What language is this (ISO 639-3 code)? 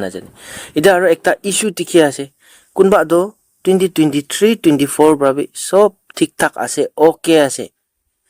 nag